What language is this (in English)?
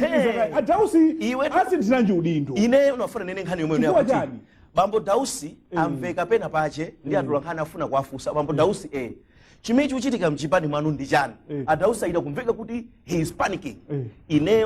Nyanja